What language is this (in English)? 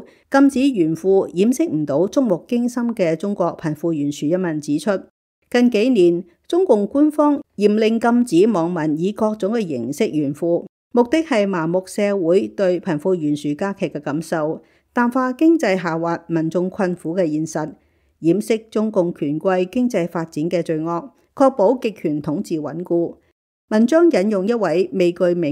Cantonese